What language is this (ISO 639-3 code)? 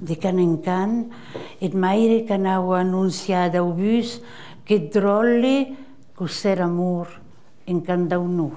oci